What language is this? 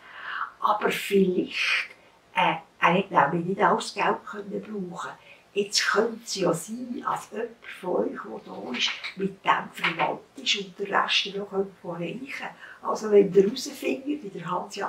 Swiss German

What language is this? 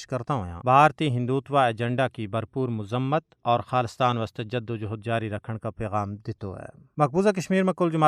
Gujari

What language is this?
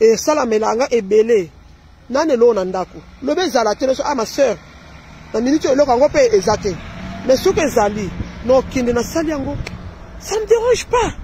Lingala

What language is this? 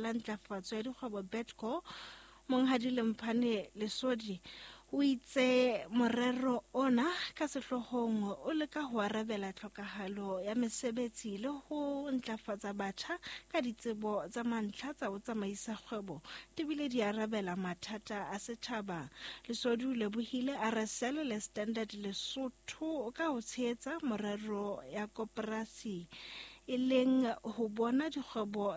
Southern Sotho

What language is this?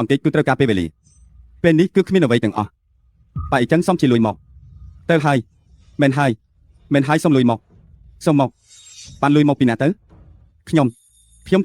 Khmer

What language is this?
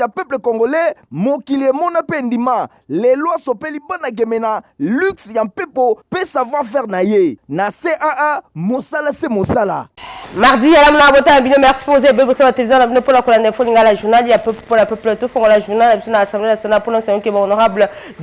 Lingala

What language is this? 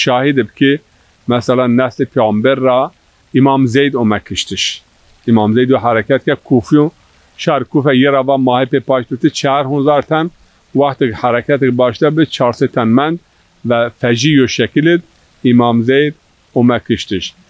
Zaza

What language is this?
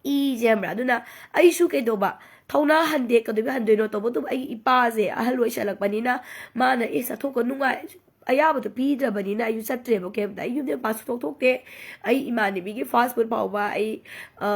Manipuri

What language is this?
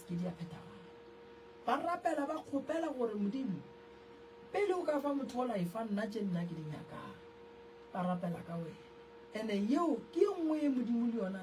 Northern Sotho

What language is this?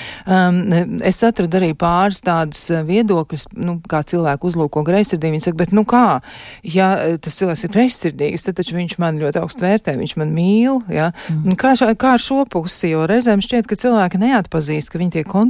Latvian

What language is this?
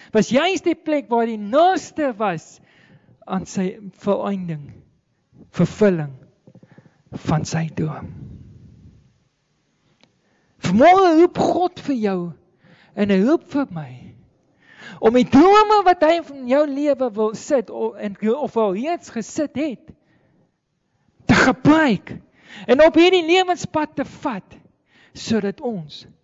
Afrikaans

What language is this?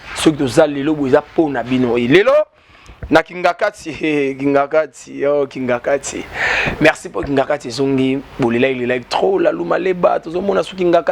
Lingala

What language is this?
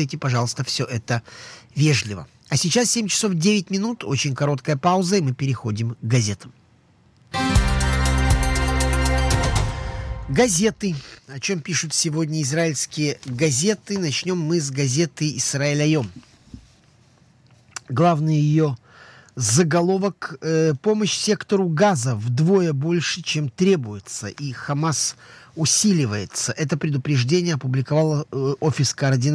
Russian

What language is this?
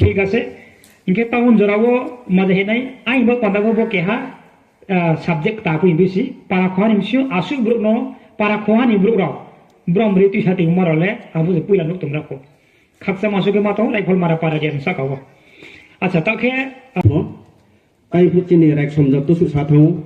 Riang (India)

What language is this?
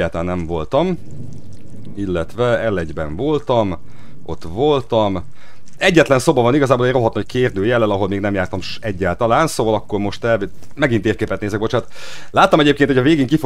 Hungarian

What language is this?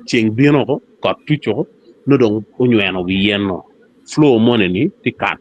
Acoli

